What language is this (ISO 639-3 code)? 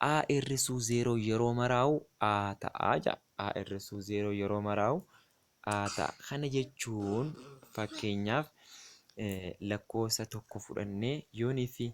orm